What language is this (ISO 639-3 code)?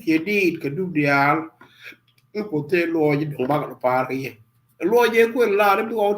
nus